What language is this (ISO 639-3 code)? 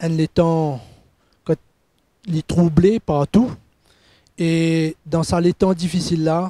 mfe